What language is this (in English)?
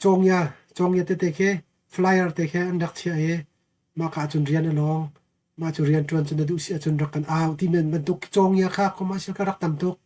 Hakha Chin